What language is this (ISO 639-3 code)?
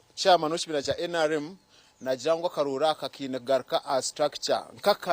nyn